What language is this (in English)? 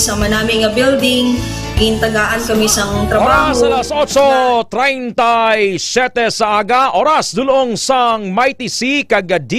Hiligaynon